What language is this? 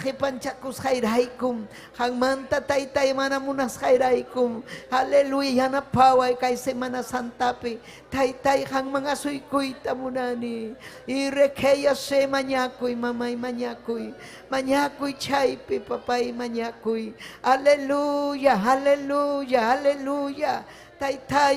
Ayacucho Quechua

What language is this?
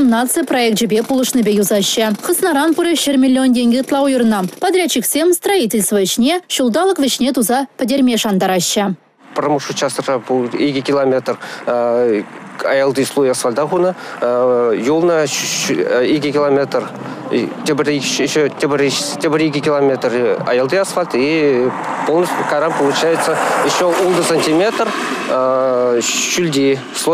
Chuvash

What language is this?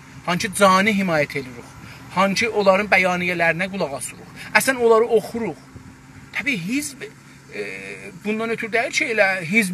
South Azerbaijani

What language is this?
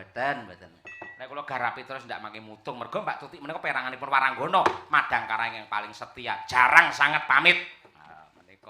Javanese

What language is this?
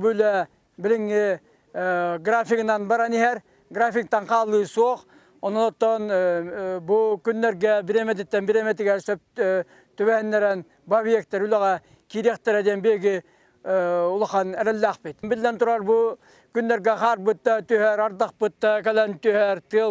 Yakut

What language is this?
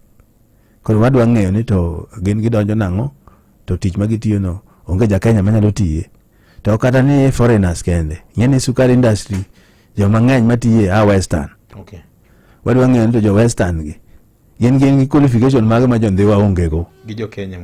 Luo (Kenya and Tanzania)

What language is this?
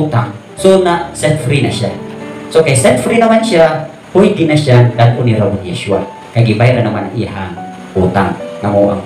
Cebuano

